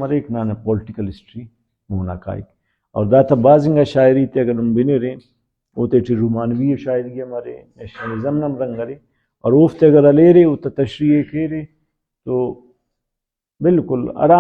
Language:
Brahui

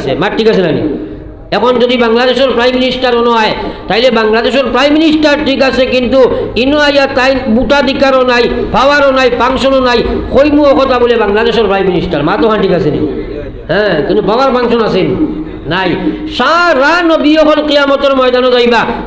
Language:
Sylheti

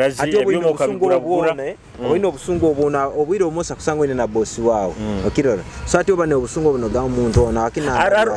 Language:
Nyoro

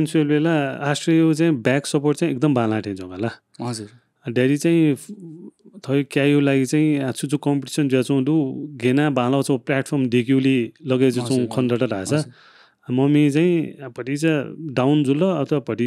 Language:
Newari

